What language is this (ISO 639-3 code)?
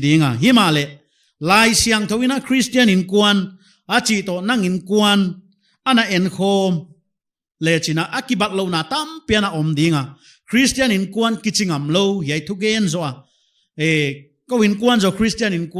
pck